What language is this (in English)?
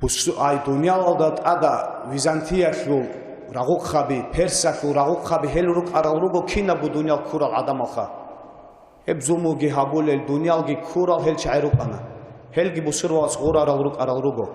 Avaric